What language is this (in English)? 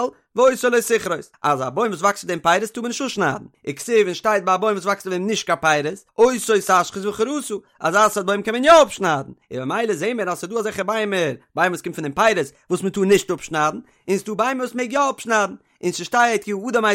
Yiddish